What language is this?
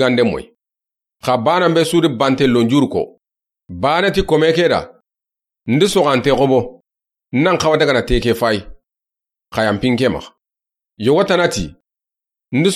Soninke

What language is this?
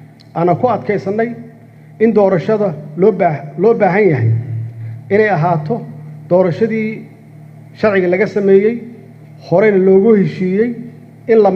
Somali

